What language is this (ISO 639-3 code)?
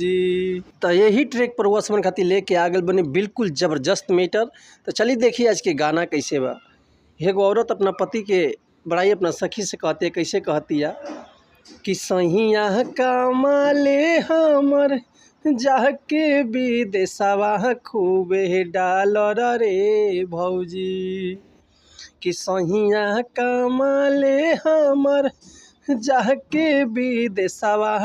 bho